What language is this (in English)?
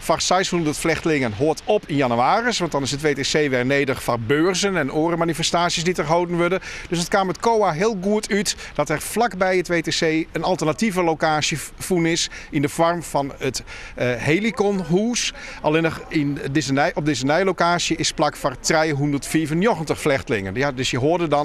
Western Frisian